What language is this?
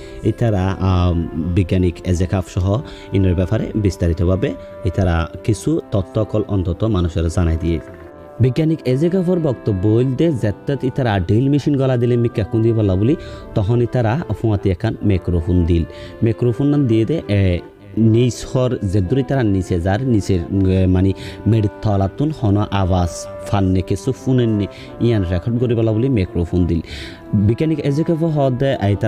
Rohingya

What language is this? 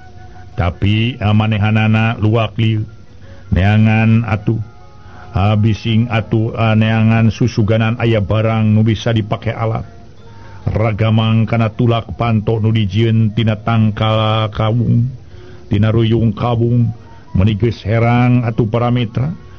Sundanese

